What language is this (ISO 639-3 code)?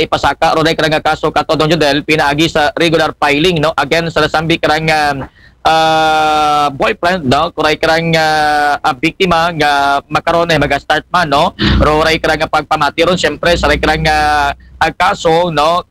akl